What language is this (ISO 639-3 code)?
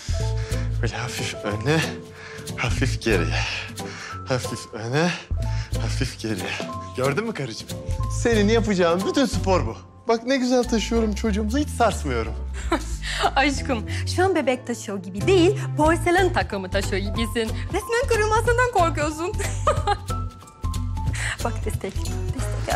tur